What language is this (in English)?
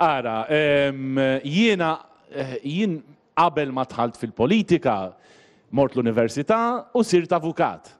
Maltese